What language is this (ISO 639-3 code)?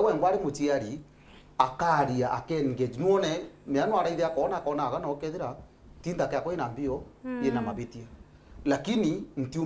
mer